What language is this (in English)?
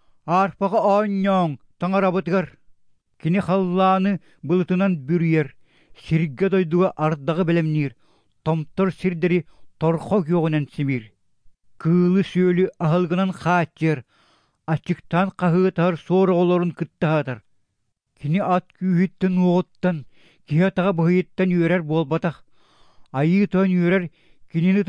Yakut